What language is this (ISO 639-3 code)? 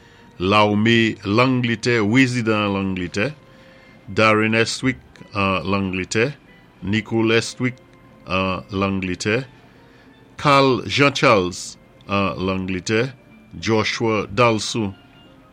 acf